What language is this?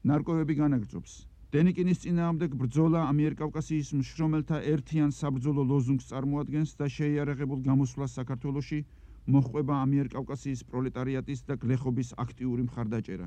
Georgian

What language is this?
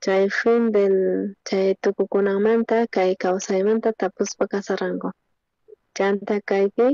South Bolivian Quechua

